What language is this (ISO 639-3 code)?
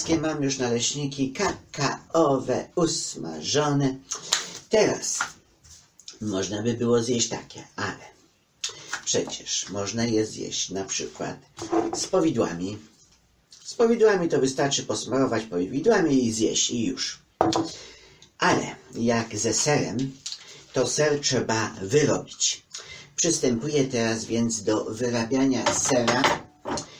pol